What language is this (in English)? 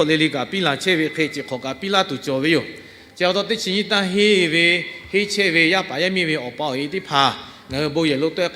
Lahu